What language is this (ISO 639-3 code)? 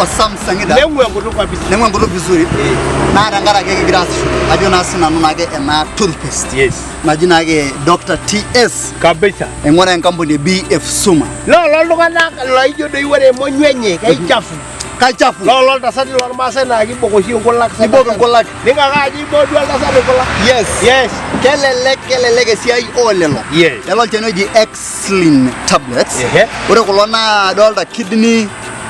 mas